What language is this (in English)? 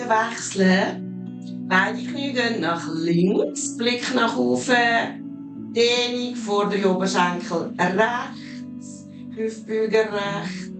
Swiss German